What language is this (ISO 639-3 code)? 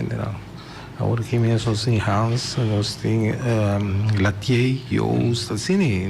pap